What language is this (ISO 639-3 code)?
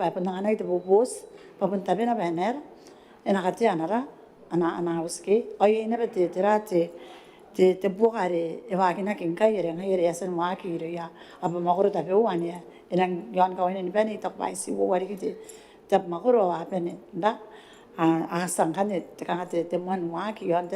gil